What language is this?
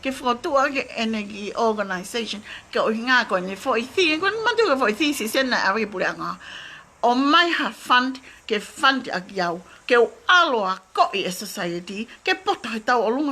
Tongan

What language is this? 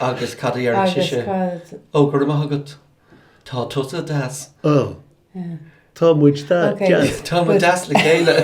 Irish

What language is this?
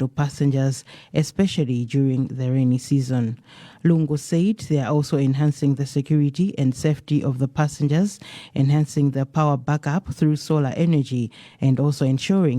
English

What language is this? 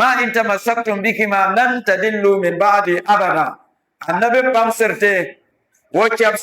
Dagbani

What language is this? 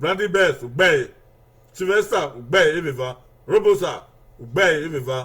Bini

